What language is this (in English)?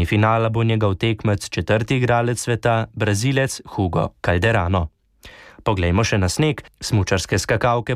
Slovenian